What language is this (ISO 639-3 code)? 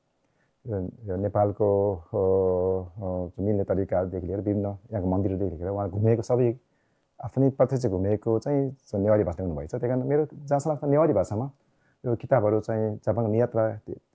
nep